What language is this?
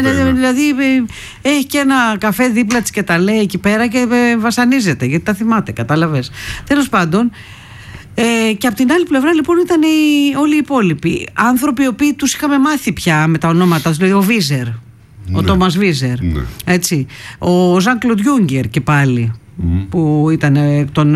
Greek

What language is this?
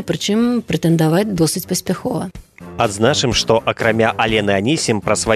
Belarusian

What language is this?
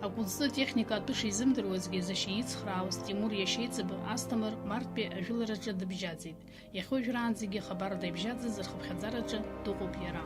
Abkhazian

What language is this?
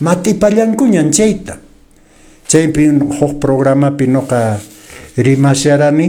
Quechua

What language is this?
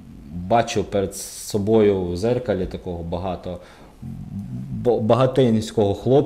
Ukrainian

